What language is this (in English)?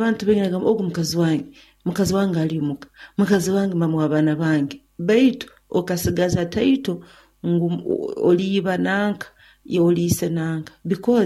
Nyoro